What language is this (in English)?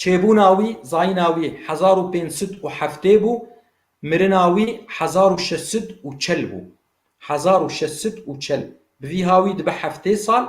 Kurdish